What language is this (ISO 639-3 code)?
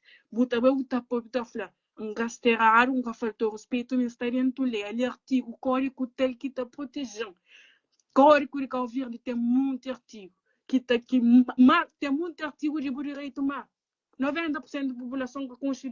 kea